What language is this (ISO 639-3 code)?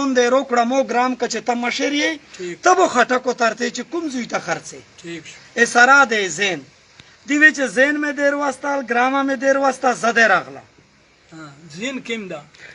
pus